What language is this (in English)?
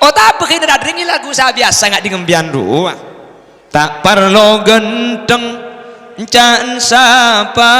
Madurese